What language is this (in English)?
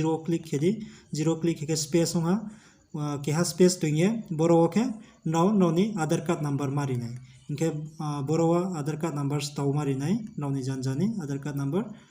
Riang (India)